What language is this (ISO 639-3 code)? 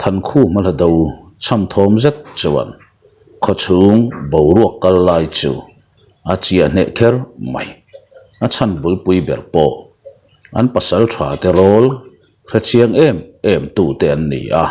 lus